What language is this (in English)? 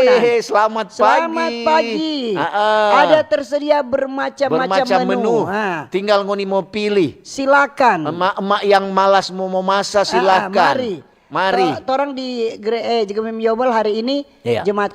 Manado Malay